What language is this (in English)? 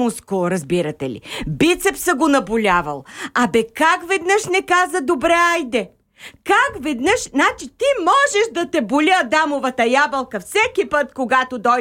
Bulgarian